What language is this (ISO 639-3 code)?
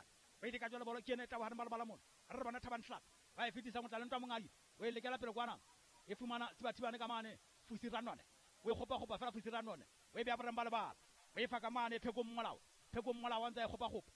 sot